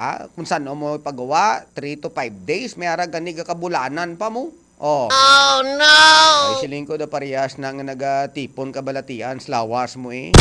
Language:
Hiligaynon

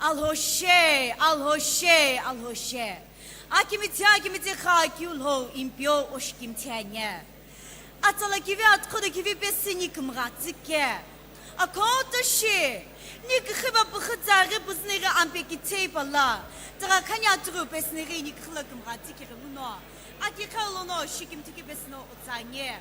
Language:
Sumi Naga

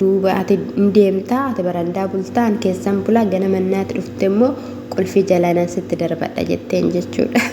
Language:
Oromo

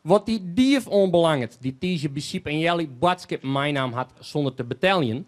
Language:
Western Frisian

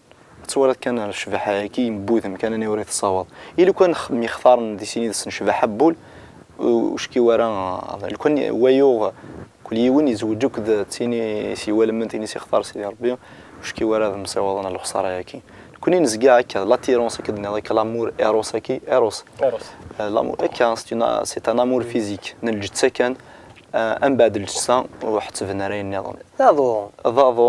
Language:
Kabyle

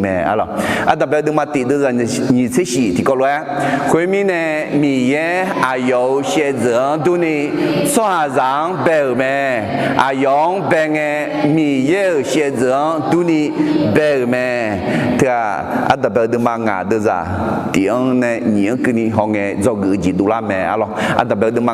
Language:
Akha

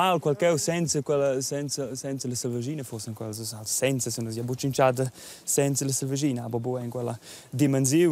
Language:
Romansh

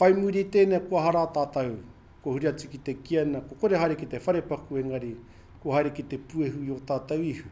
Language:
Māori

